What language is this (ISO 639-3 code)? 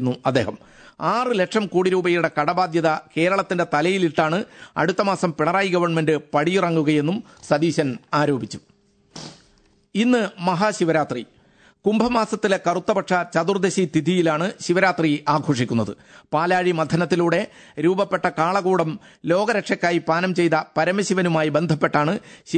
mal